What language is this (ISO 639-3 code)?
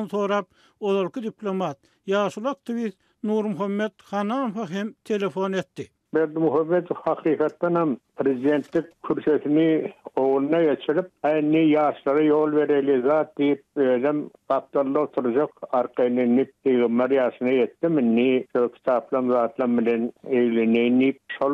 tuk